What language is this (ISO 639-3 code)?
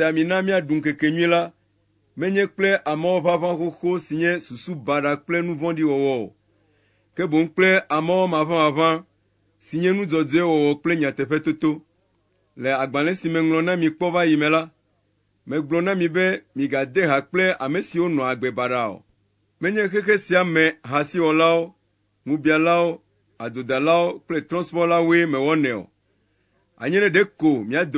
ewe